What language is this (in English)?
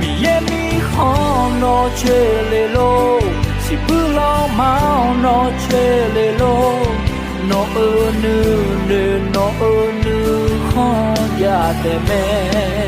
Akha